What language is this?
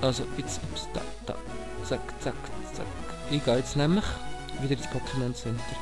Swiss German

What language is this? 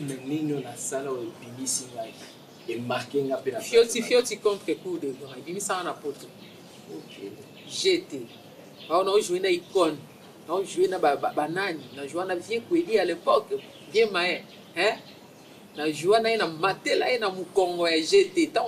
Lingala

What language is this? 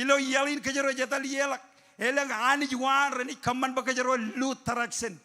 Marshallese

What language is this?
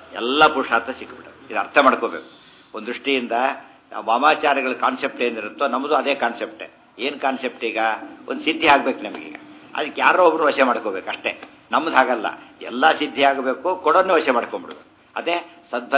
Kannada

